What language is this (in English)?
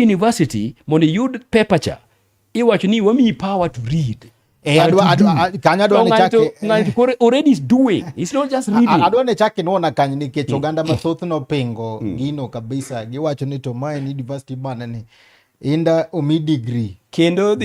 Luo (Kenya and Tanzania)